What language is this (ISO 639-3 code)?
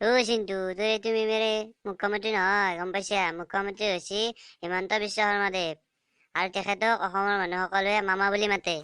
asm